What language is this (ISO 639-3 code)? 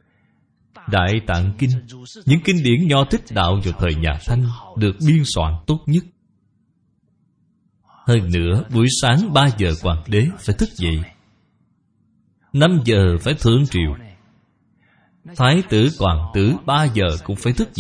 vie